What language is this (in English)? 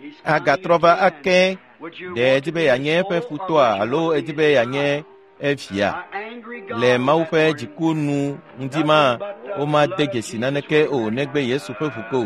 Ewe